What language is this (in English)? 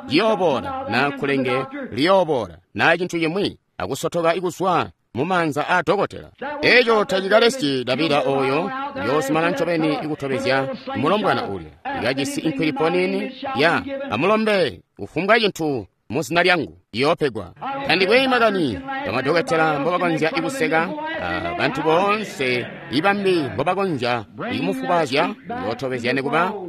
Tonga (Zambia)